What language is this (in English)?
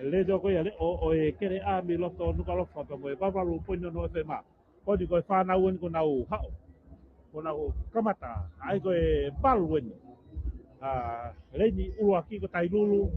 Tongan